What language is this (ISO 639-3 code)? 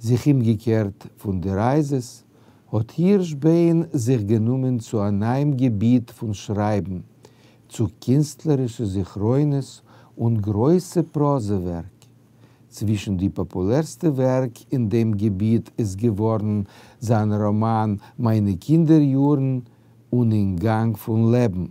yid